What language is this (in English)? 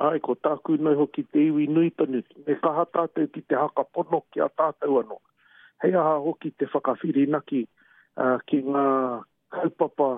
Māori